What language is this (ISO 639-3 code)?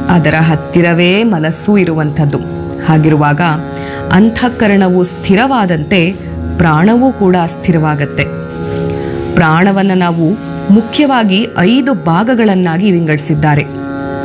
kan